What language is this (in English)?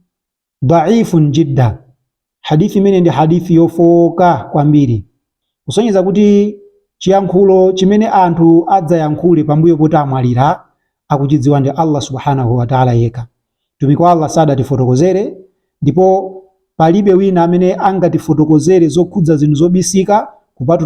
Nyanja